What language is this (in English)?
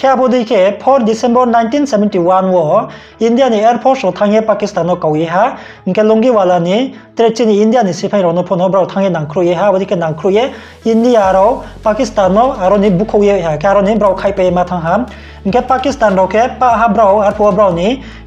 Riang (India)